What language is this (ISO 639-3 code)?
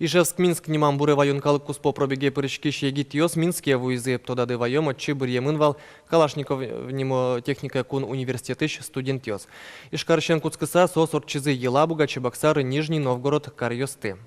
udm